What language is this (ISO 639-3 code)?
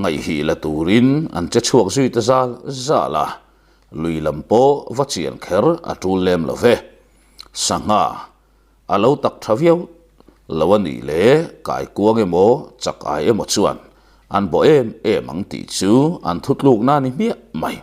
lus